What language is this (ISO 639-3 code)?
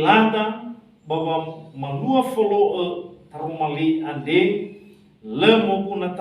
nia